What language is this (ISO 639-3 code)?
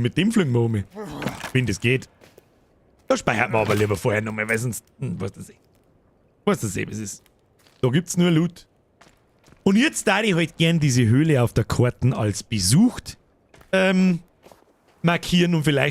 bar